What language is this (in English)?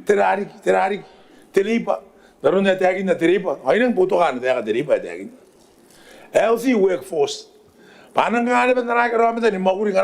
Gilbertese